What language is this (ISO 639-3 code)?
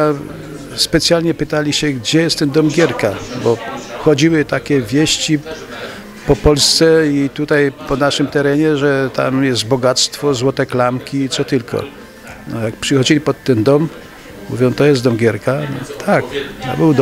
pol